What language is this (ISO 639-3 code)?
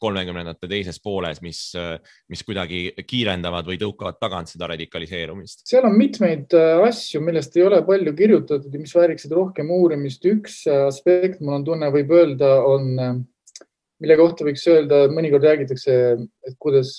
est